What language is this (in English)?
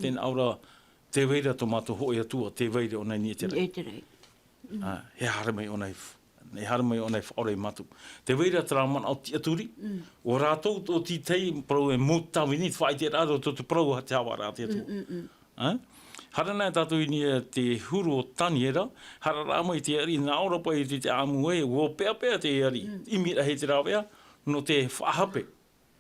Tahitian